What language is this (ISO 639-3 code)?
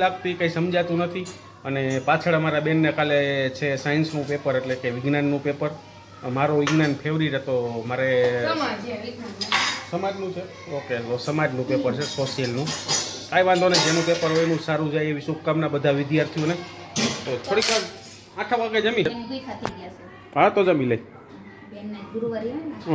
guj